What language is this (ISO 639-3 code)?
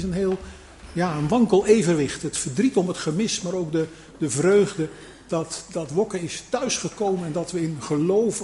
nld